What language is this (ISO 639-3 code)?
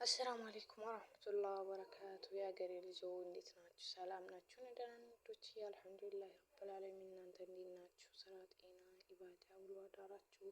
amh